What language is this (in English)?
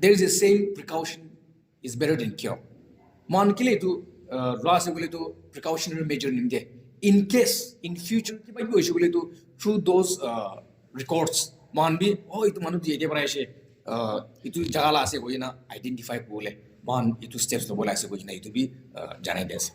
Naga Pidgin